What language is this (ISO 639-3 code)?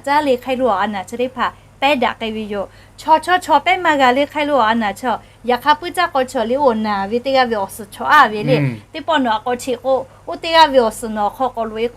lhu